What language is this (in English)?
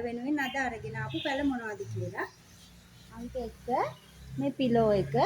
Sinhala